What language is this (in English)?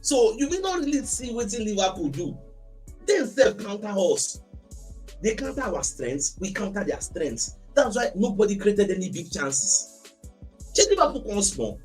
Nigerian Pidgin